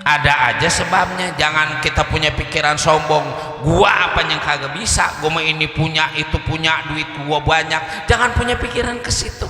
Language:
Betawi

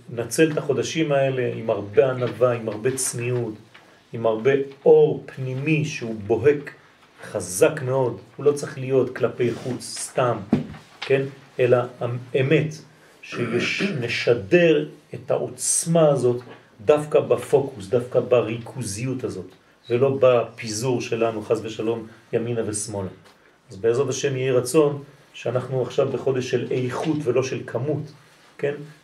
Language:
Hebrew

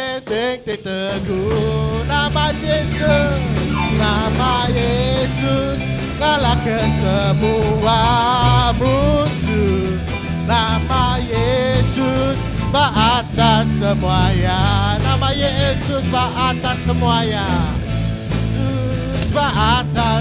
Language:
Iban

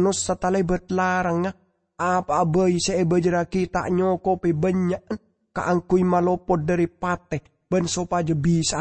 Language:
Madurese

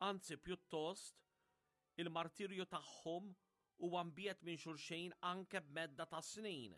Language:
Maltese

